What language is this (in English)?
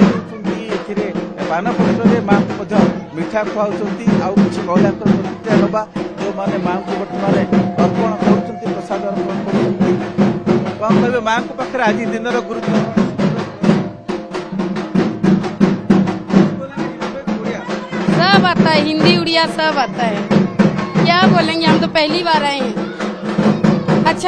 Odia